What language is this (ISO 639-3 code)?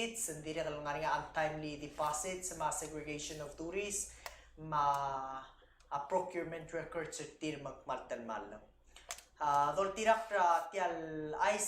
pau